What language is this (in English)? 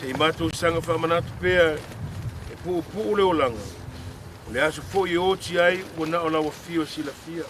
Samoan